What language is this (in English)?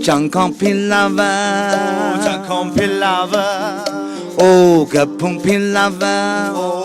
Tangkhul Naga (India)